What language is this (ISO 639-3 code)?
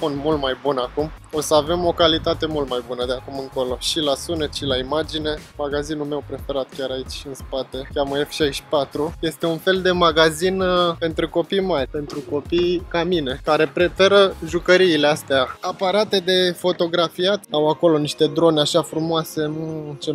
ron